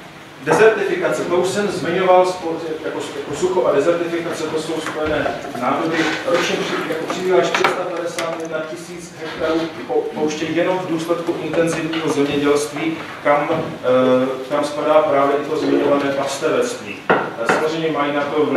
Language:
Czech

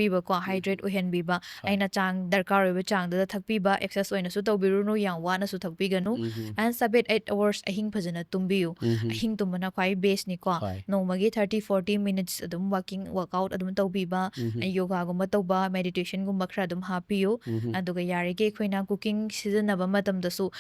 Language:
Manipuri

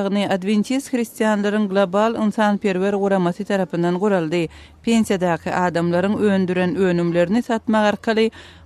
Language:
Turkmen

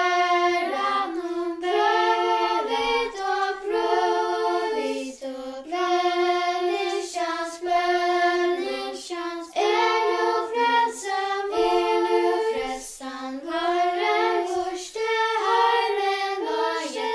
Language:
Faroese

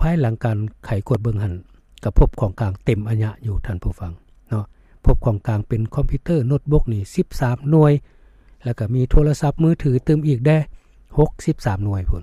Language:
Lao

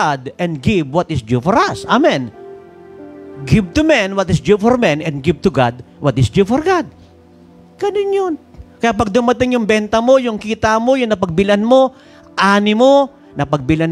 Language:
Filipino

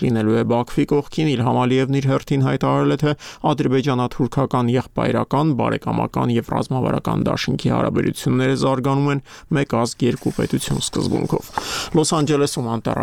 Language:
Armenian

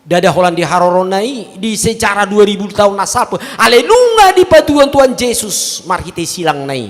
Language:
Batak Toba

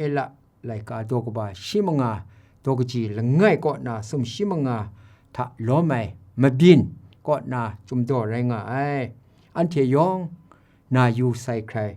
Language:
Kachin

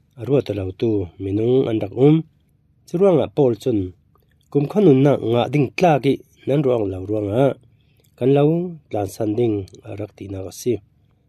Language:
Falam Chin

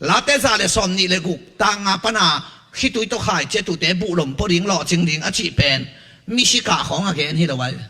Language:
Tedim Chin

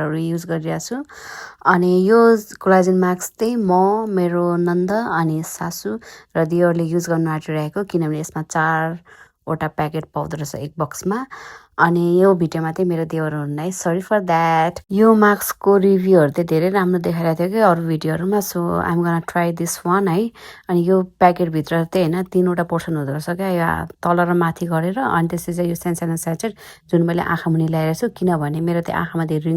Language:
Nepali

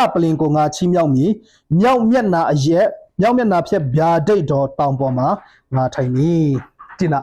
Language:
Tedim Chin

